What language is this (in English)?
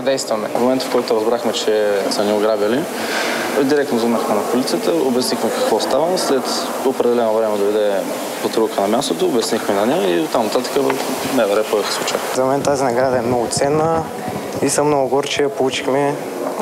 Bulgarian